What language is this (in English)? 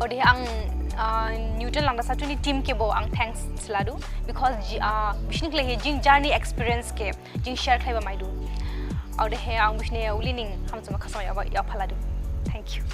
Dimasa